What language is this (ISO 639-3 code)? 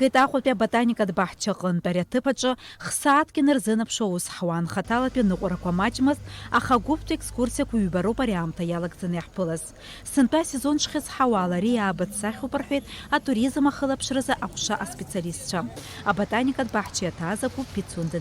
abk